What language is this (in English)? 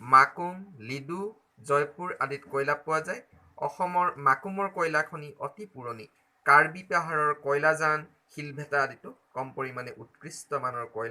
Assamese